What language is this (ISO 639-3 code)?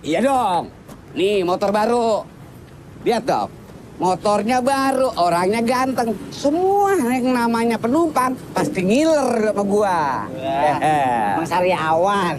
bew